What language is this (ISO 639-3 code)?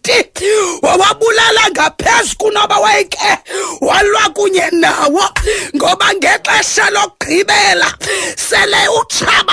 xho